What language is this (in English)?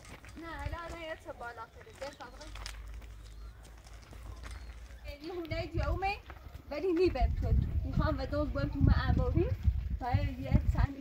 Persian